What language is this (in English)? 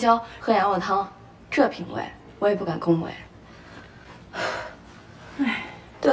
Chinese